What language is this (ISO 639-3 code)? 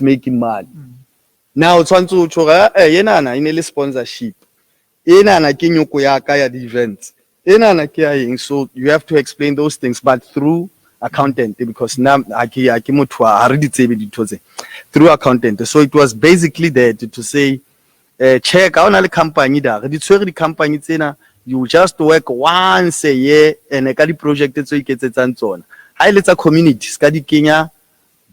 sot